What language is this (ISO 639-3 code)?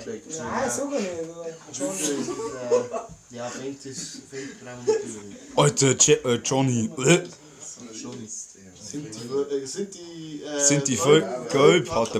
bar